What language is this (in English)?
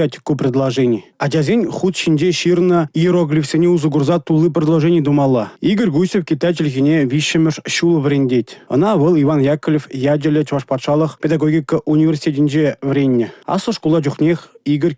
Chuvash